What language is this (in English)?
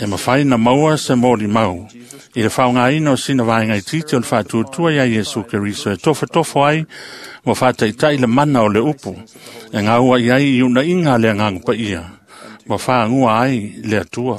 Samoan